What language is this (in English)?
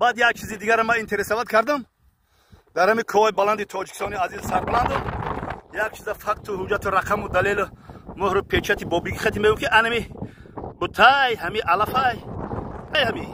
Tajik